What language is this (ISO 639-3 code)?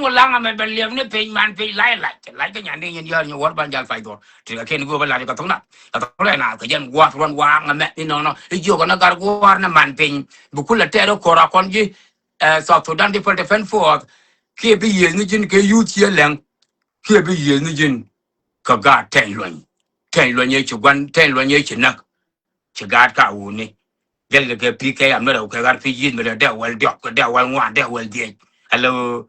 nus